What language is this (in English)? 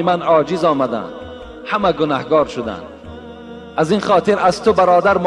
Tajik